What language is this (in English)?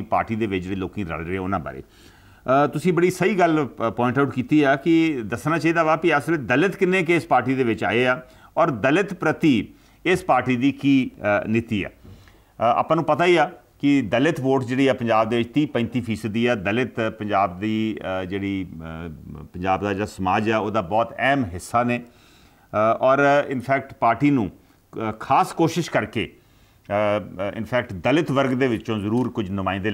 Punjabi